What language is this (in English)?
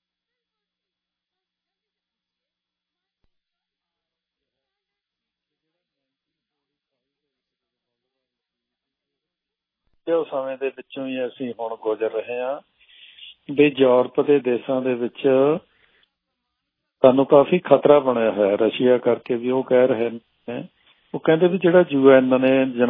Punjabi